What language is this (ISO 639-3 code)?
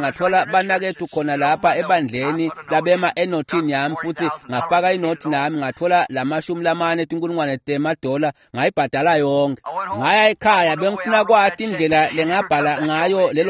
ssw